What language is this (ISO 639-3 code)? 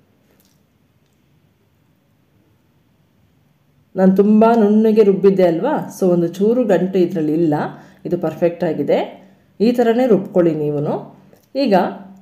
kan